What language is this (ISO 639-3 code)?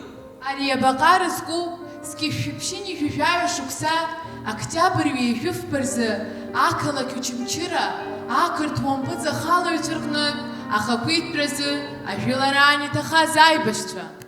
abk